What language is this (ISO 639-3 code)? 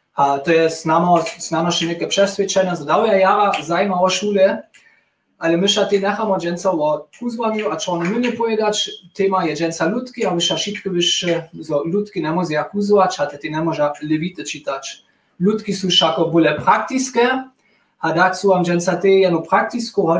hsb